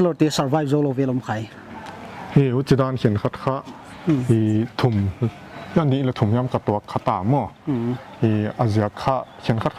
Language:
Paite Chin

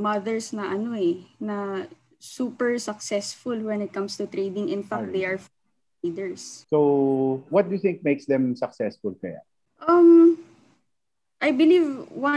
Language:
Filipino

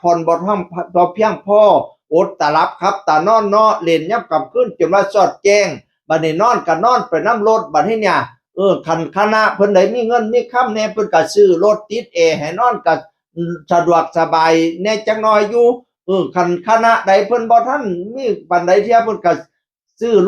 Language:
Northeastern Thai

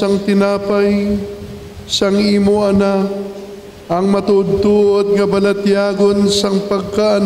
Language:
Hiligaynon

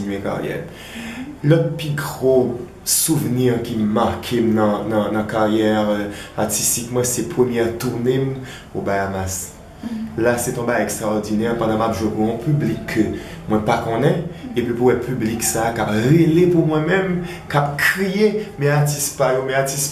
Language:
Haitian Creole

